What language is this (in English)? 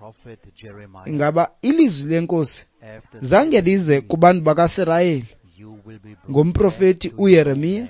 Xhosa